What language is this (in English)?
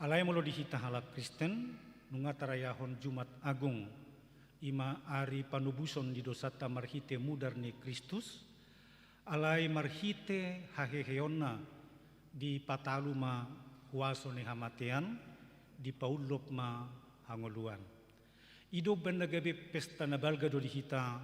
Batak Toba